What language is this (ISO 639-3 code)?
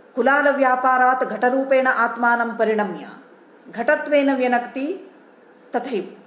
san